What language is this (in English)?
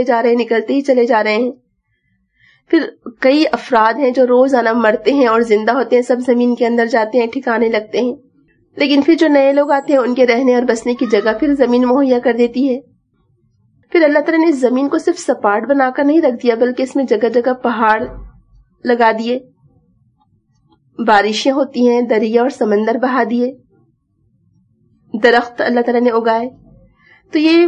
Urdu